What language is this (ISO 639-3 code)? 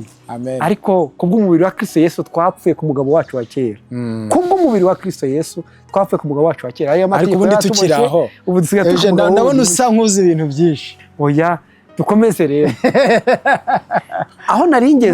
kin